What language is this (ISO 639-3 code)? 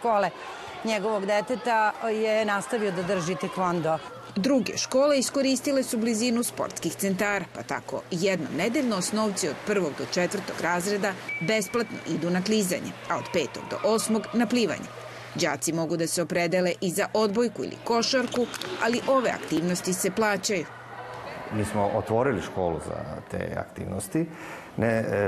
srp